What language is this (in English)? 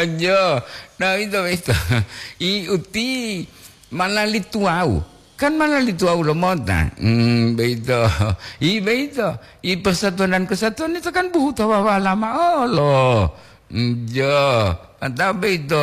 Gorontalo